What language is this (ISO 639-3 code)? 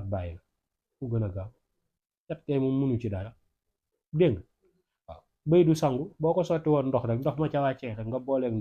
wol